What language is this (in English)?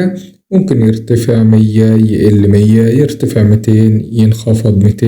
Egyptian Arabic